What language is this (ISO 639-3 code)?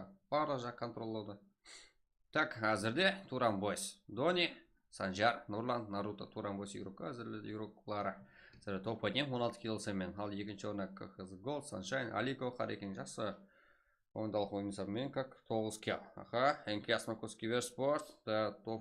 kaa